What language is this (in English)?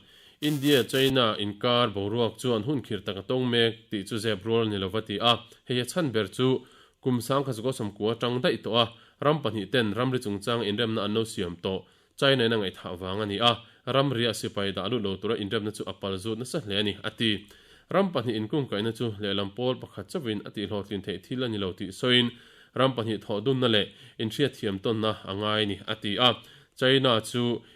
Mizo